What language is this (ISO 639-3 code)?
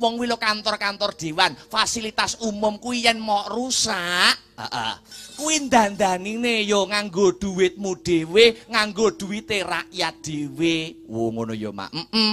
jav